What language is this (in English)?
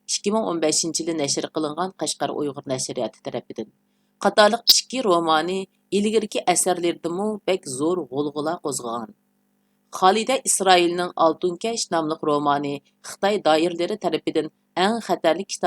Uyghur